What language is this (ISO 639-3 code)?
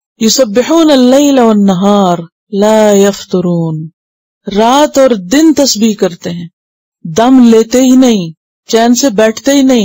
urd